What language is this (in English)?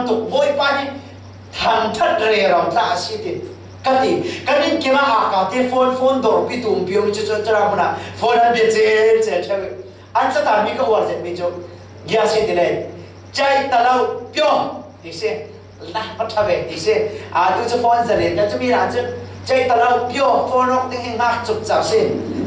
Falam Chin